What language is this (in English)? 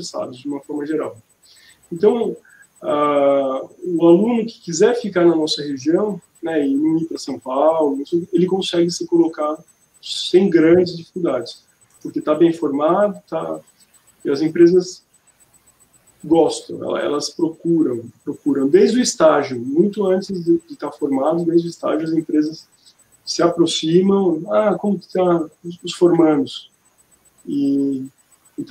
Portuguese